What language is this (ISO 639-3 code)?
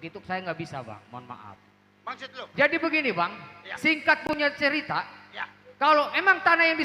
bew